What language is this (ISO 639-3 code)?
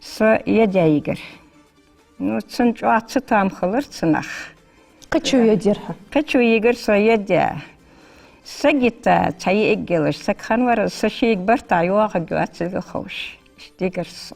inh